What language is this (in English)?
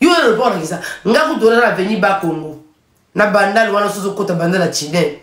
Lingala